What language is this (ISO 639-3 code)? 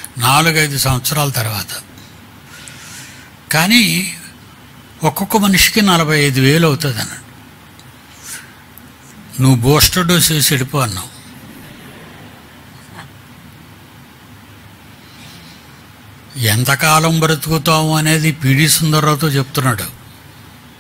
tel